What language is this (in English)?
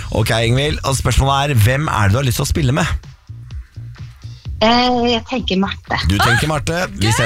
Norwegian